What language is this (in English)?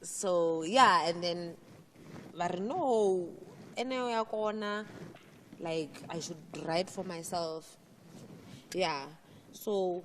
Venda